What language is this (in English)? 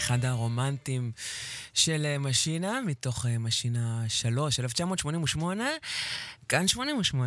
Hebrew